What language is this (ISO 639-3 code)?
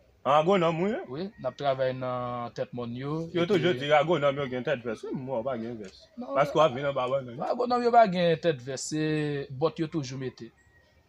hat